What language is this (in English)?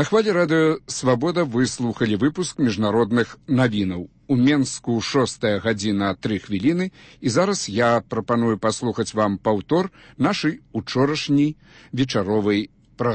Belarusian